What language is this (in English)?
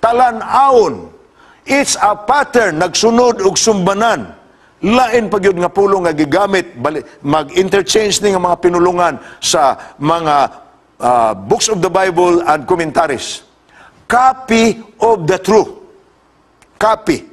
Cebuano